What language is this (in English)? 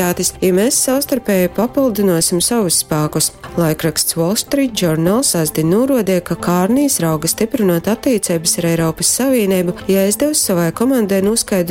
Latgalian